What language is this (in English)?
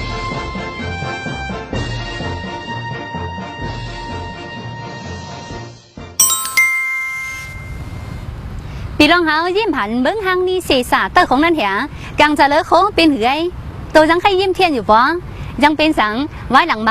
Tai Nüa